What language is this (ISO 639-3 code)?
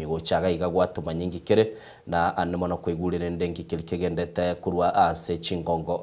guz